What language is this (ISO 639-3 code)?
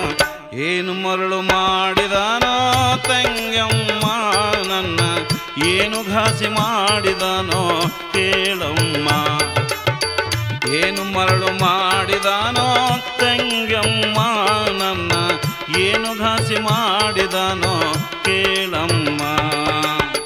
kan